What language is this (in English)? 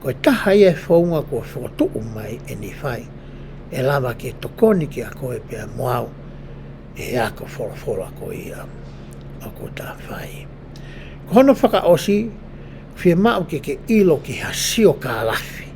Tongan